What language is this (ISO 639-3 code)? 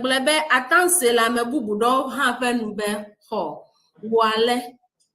ewe